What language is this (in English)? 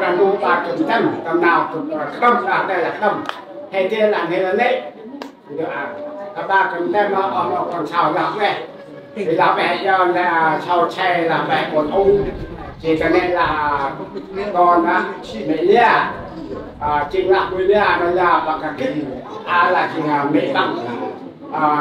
Central Mnong